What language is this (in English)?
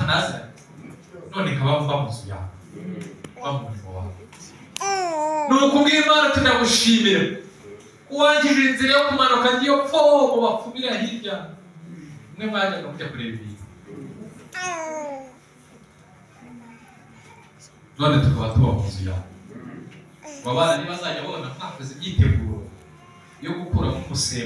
Kinyarwanda